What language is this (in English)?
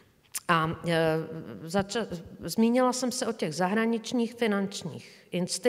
Czech